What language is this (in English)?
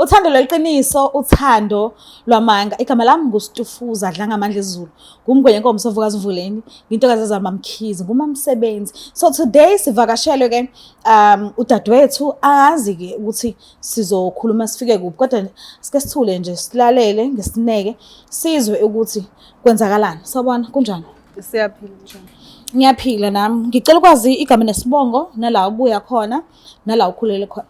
Zulu